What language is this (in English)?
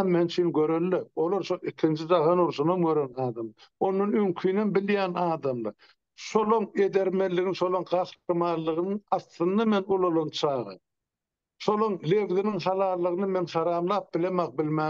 Turkmen